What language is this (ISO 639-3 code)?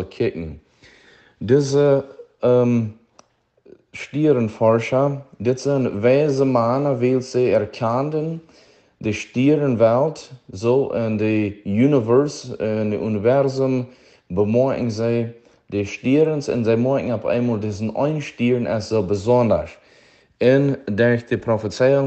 pdt